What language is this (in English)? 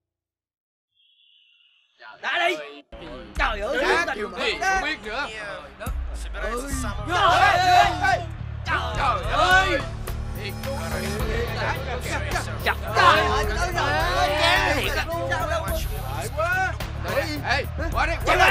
Vietnamese